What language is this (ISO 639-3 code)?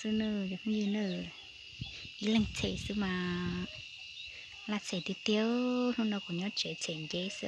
hmn